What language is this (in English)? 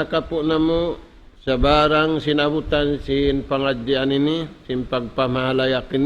Tausug